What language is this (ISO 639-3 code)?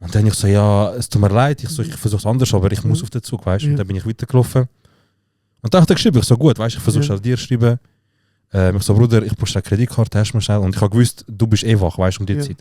gsw